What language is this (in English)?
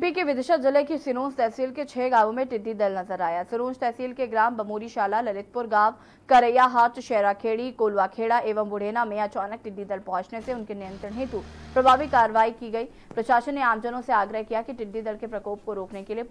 Hindi